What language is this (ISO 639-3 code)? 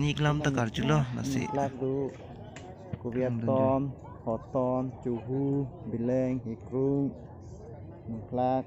mjw